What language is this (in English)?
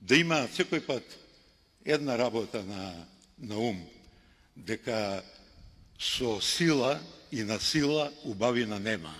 Macedonian